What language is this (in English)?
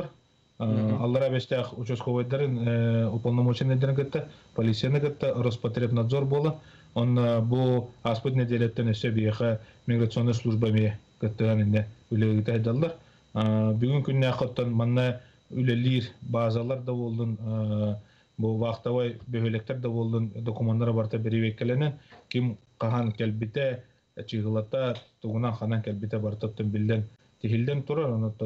Yakut